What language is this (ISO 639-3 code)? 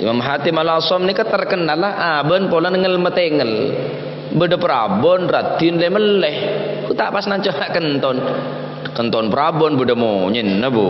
mad